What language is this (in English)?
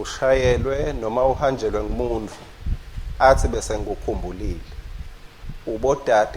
Swati